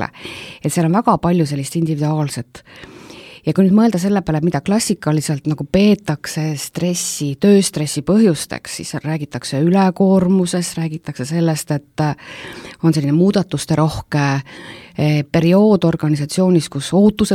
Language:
Estonian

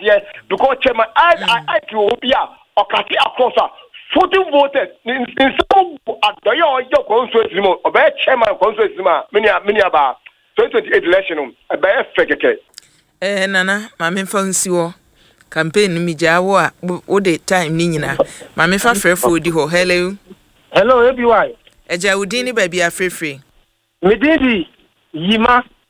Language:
Akan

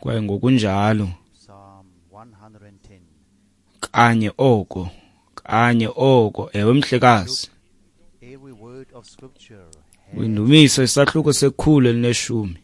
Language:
Xhosa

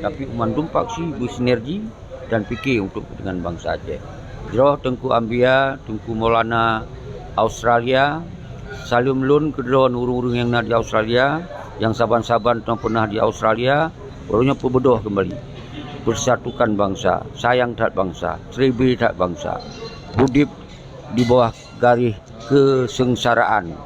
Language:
Achinese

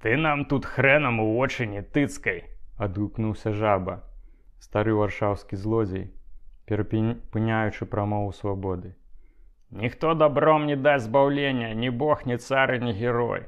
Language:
Belarusian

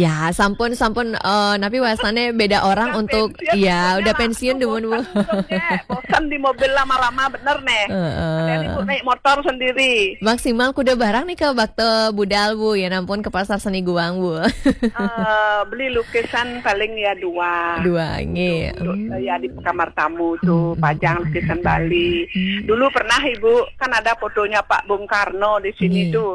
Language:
Balinese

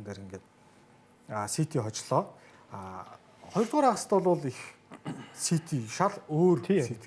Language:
Mongolian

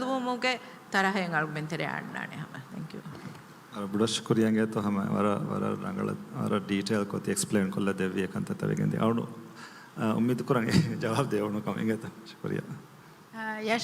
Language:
Divehi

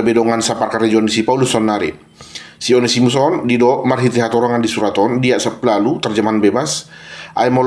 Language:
Batak Toba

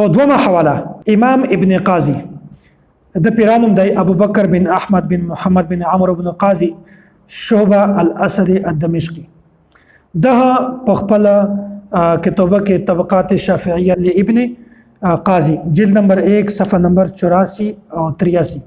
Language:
Pashto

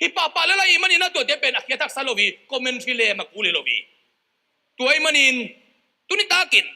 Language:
Tedim Chin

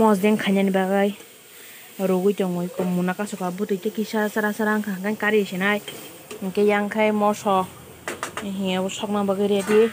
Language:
Kok Borok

